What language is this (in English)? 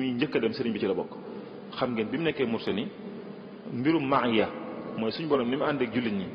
Wolof